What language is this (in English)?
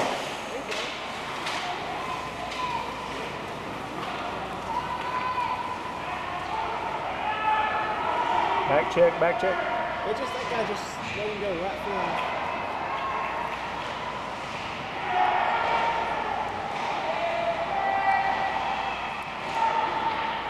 English